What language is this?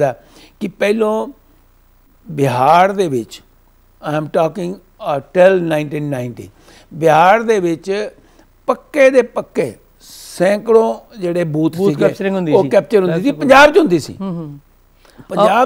Punjabi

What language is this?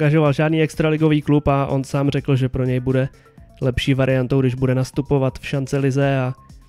Czech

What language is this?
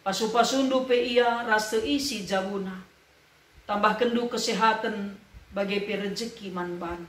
Batak Karo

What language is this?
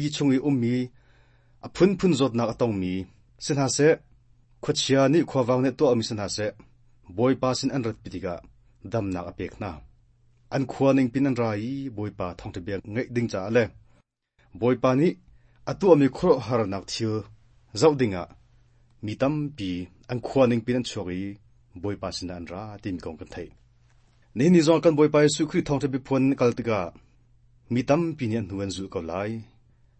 Hakha Chin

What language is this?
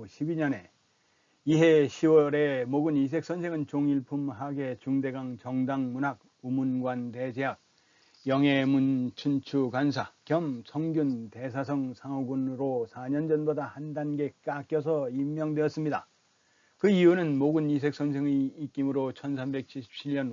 Korean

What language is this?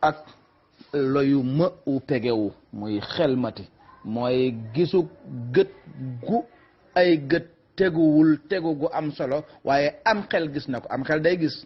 Wolof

